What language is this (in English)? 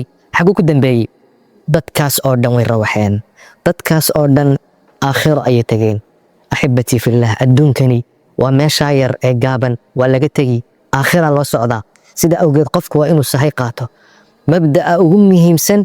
Somali